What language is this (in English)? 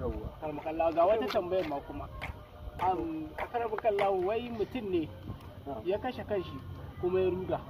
Hausa